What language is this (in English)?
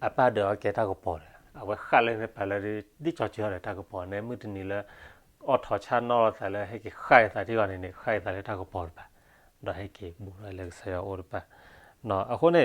S'gaw Karen